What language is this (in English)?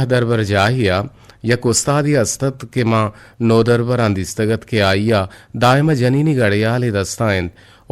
Eastern Balochi